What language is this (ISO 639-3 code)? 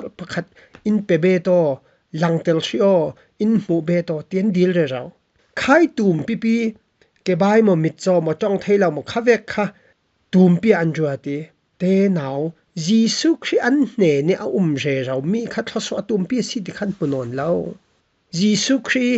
cfm